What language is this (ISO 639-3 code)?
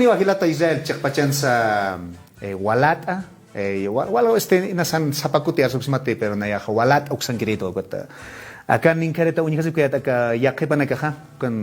aym